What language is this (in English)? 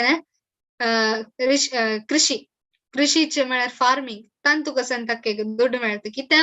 Konkani